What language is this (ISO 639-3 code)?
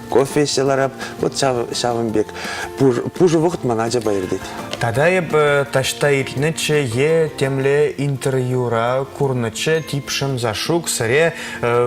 chv